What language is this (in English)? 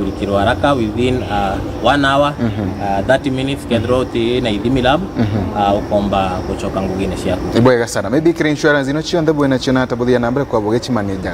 Meru